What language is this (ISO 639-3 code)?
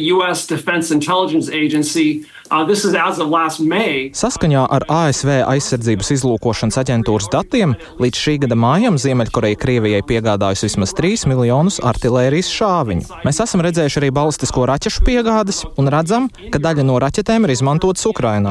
lav